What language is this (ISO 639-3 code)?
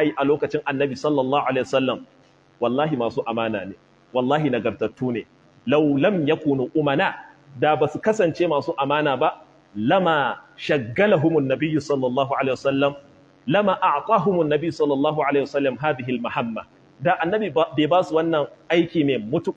hau